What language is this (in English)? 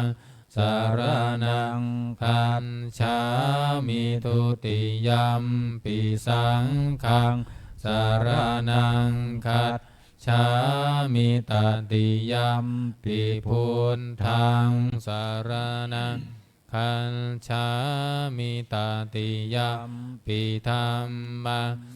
Pali